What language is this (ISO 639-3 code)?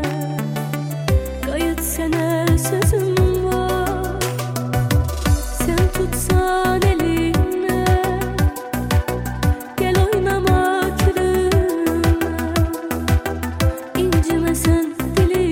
tur